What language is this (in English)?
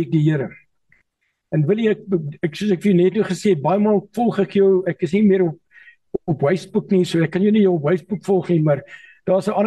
Afrikaans